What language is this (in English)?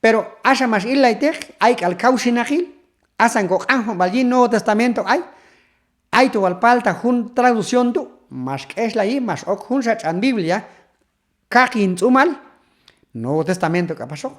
Q'anjob'al